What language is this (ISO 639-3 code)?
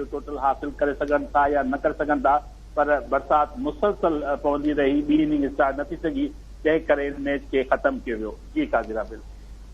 snd